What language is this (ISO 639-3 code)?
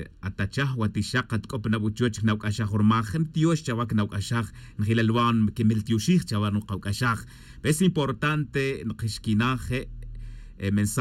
tzj